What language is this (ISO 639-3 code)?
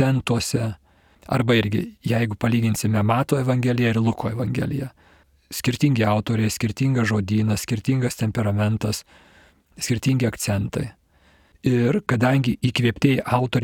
lit